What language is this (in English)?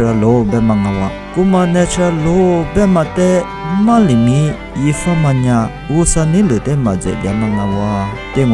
Lisu